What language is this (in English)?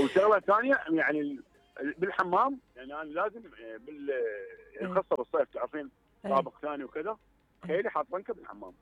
Mesopotamian Arabic